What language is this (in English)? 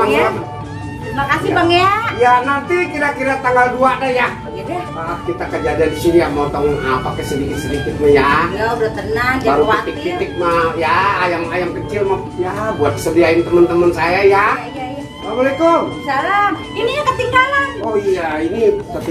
Betawi